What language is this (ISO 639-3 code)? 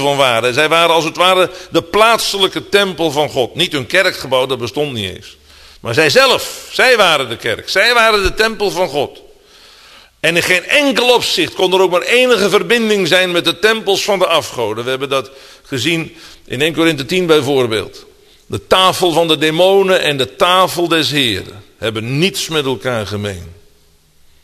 nld